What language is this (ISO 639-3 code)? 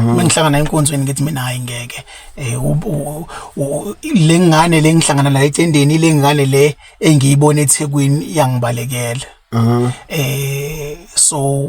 zul